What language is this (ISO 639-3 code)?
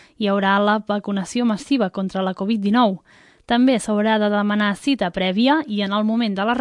cat